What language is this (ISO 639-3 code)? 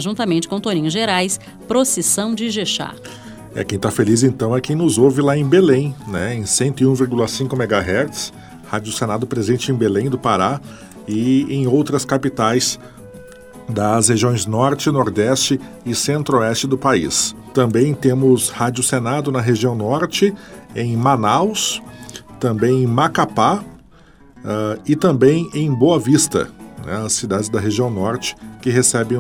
por